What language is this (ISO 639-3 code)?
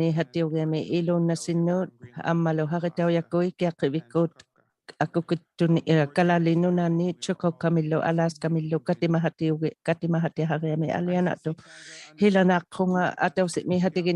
iku